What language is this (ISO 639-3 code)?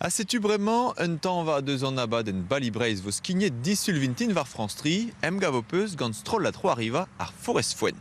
bre